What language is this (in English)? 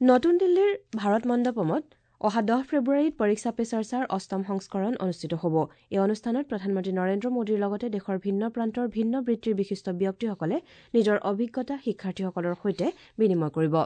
Assamese